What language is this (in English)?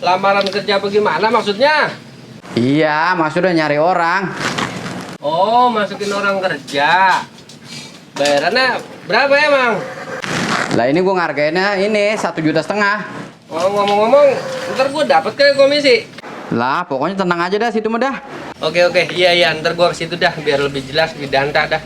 Betawi